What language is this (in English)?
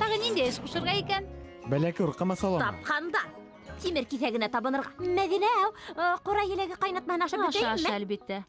Bashkir